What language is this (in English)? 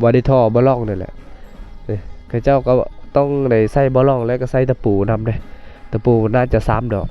Lao